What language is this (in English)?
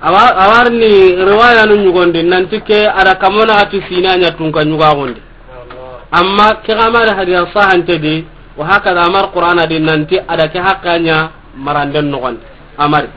Soninke